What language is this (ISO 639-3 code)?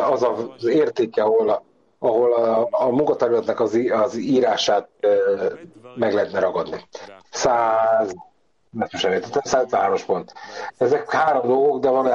hun